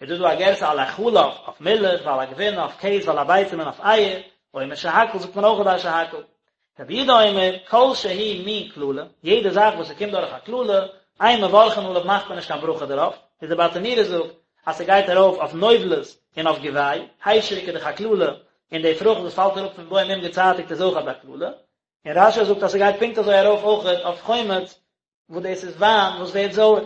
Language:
Yiddish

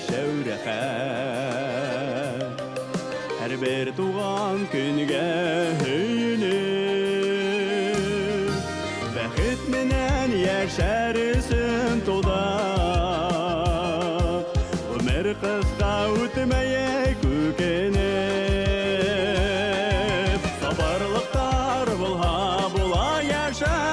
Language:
Bashkir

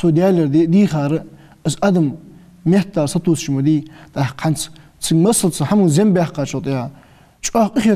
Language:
Ingush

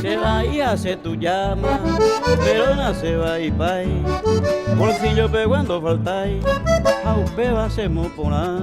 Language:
Guarani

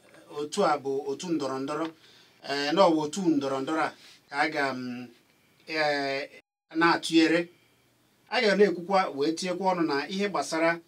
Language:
Igbo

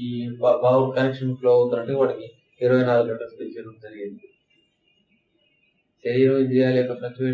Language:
Telugu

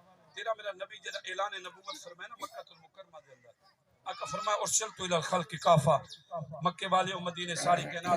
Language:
Saraiki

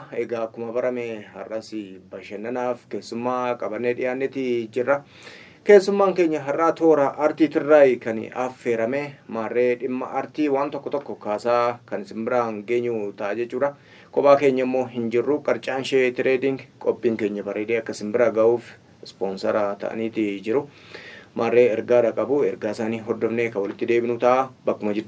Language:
Oromo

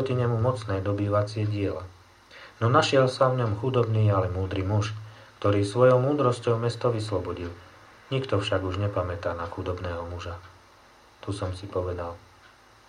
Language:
Slovak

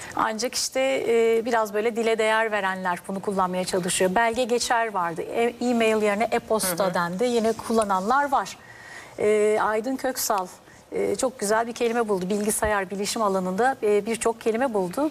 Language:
Turkish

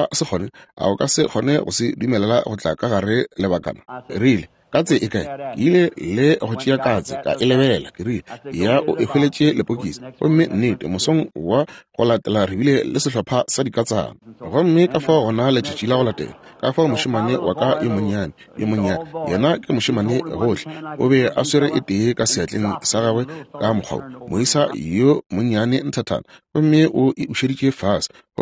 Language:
Northern Sotho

